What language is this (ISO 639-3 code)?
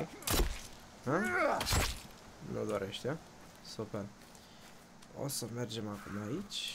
ron